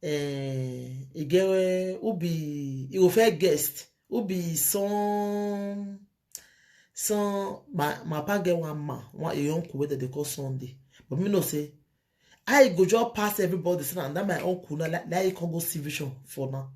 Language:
Nigerian Pidgin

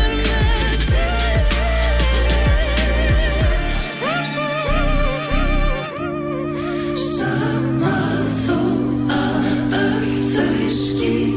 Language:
Icelandic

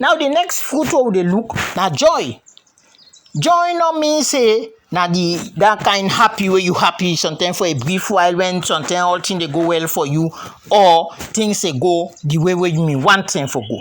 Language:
Krio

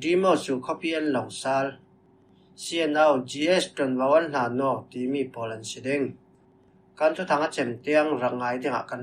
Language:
Falam Chin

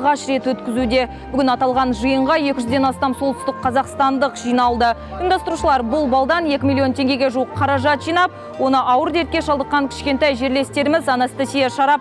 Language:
Kazakh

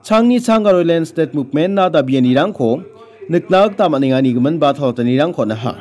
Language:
Garo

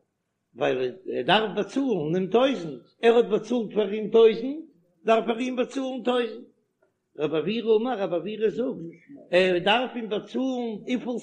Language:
Yiddish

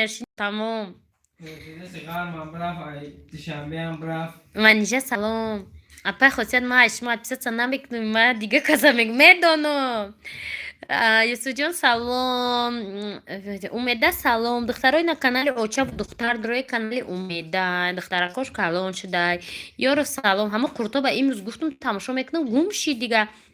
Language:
Tajik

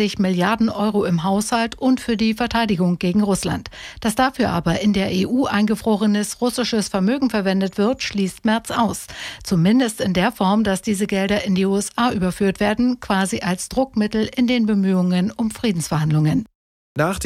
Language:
German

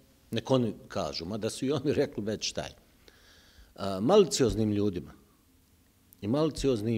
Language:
Bosnian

